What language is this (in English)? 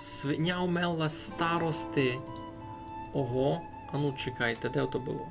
Rusyn